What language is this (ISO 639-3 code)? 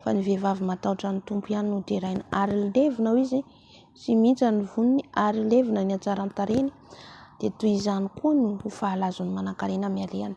mlg